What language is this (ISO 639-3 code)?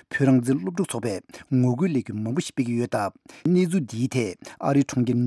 bod